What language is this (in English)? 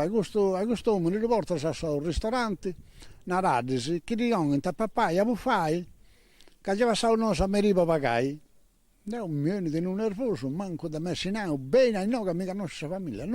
Sardinian